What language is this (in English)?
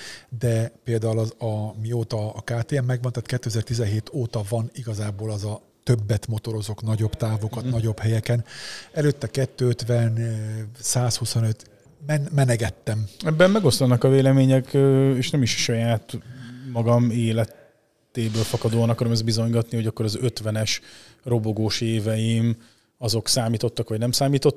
Hungarian